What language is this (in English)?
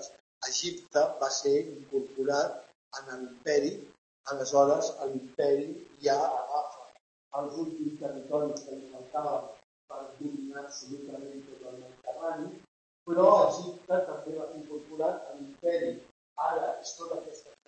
Catalan